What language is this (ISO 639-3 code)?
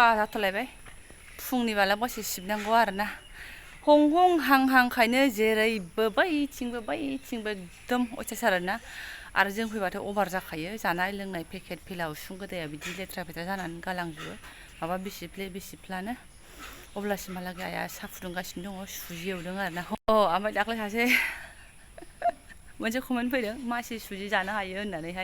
brx